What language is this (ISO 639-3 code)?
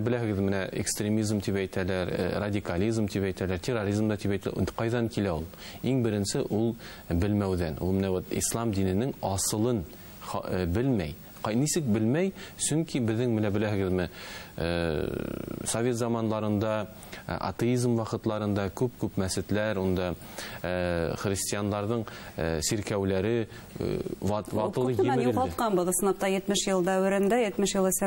bak